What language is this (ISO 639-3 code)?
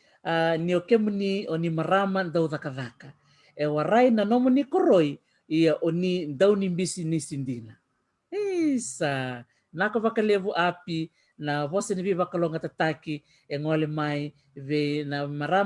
fij